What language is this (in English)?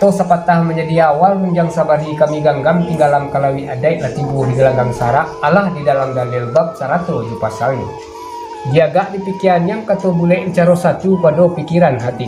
Minangkabau